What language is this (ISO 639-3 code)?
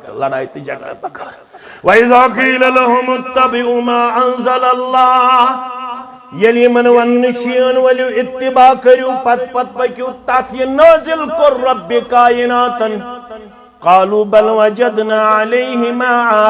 kas